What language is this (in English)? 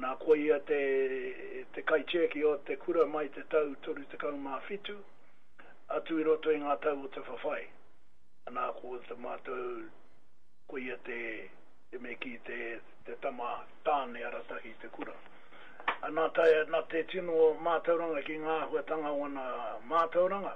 Māori